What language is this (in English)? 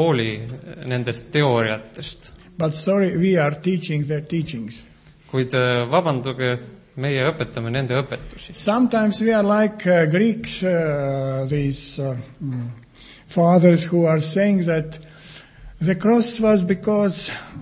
Estonian